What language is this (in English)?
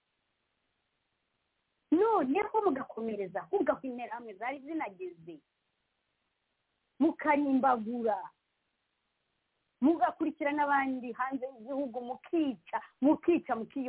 Kinyarwanda